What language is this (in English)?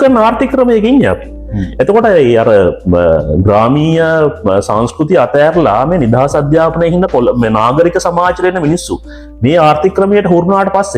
Sinhala